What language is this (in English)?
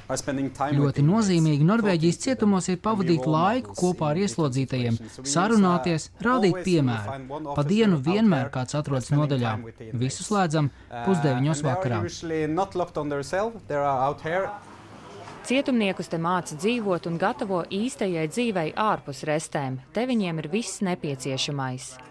Latvian